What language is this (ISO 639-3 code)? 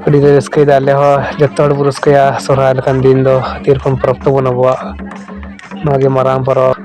sat